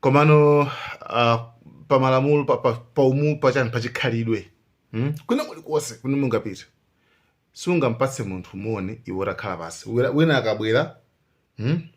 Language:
Nyanja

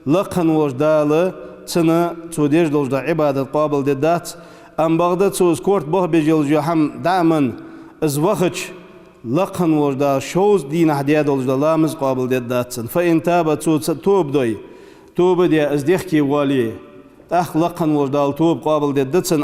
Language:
Ingush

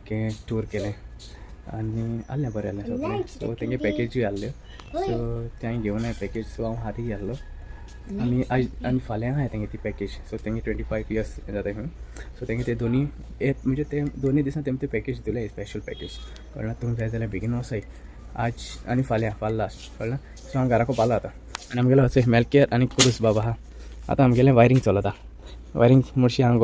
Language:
Konkani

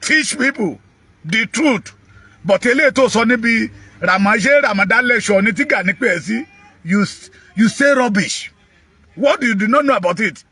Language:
Yoruba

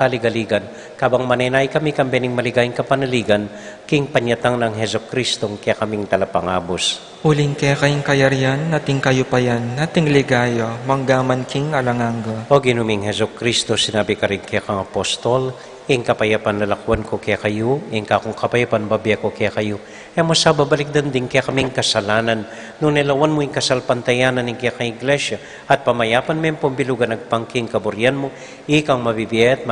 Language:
Pampanga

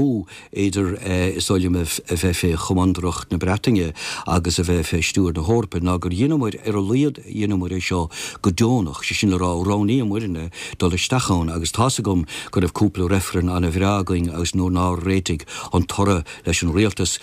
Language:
Irish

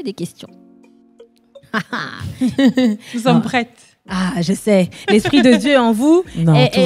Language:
French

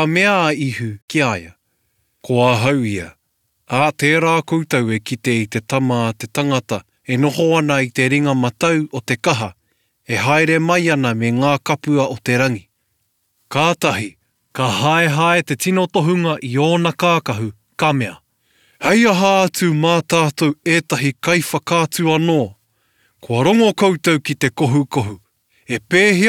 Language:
Māori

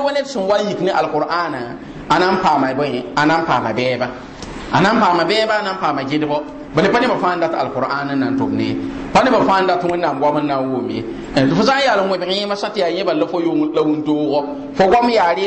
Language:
Mossi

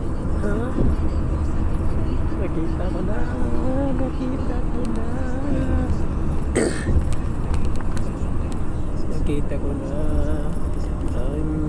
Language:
Filipino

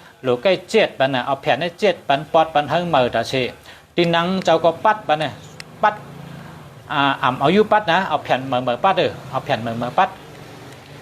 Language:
Shan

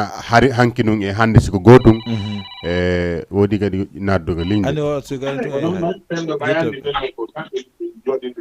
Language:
Fula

